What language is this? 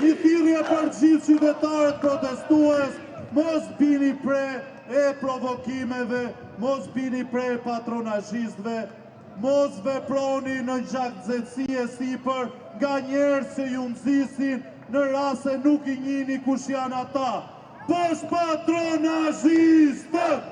Albanian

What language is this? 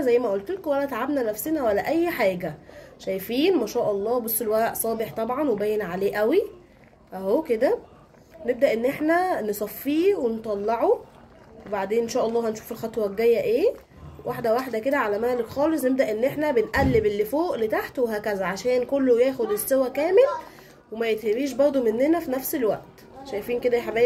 Egyptian Arabic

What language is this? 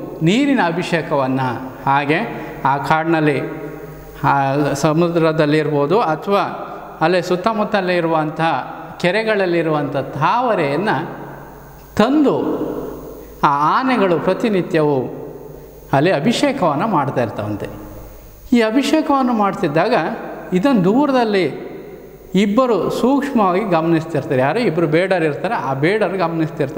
Kannada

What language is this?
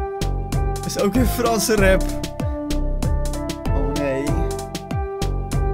Dutch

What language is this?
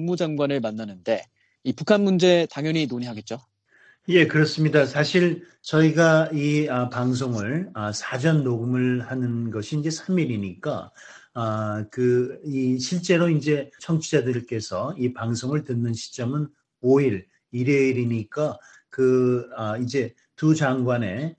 Korean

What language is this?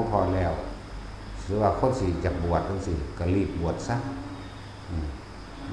Northeastern Thai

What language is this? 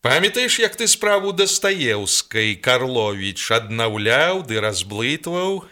Belarusian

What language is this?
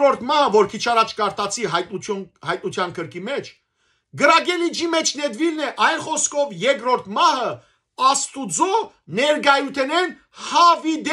Western Armenian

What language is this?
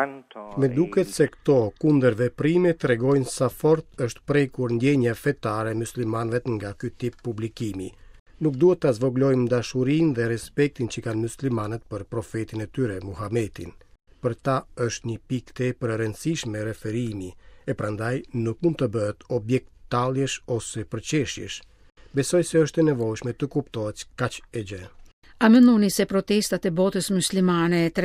Albanian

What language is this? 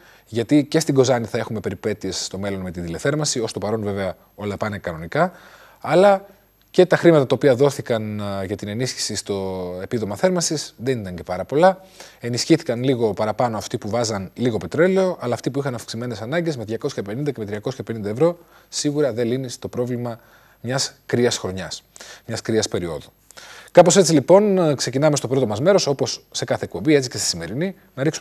Greek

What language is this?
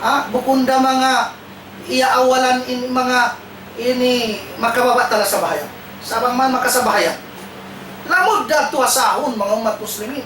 Tausug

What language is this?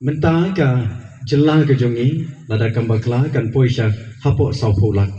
Khasi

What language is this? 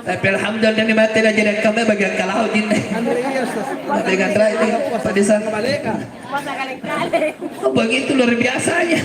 Makasar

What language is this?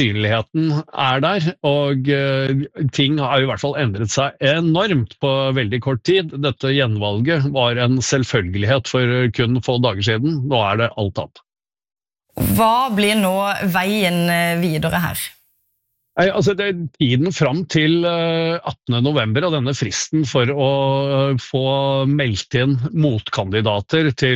Norwegian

